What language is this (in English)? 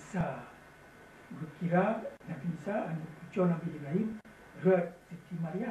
Achinese